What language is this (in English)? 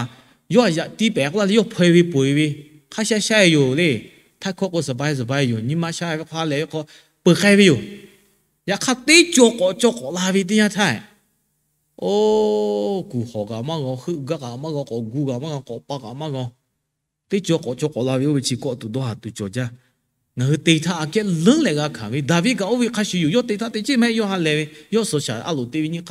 Lahu